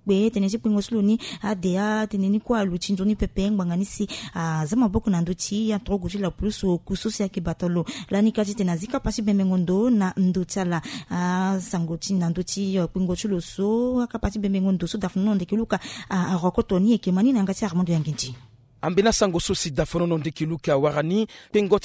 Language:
Sango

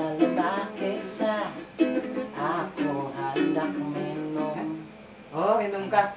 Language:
Banjar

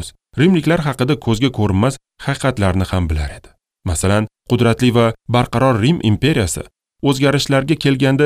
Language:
Uzbek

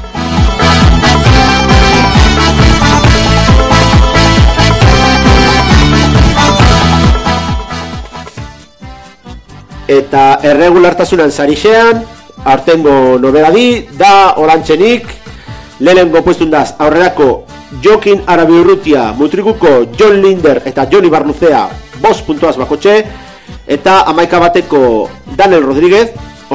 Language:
Basque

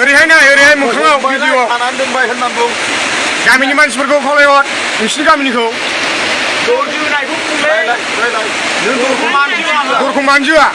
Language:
Bodo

